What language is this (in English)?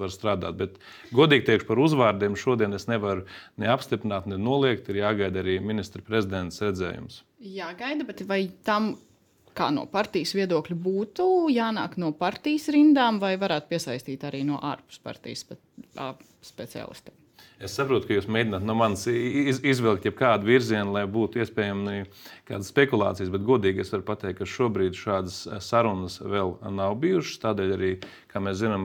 Latvian